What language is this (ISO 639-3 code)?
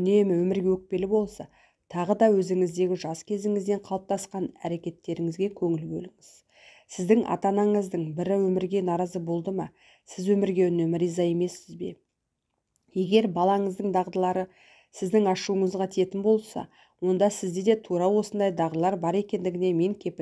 kaz